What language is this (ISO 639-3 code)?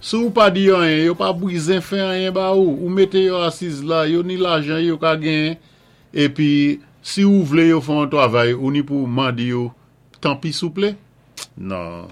acf